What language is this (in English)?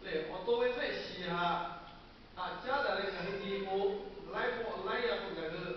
Lahu